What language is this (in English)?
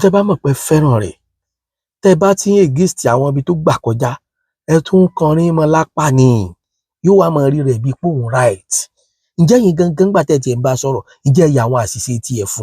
Yoruba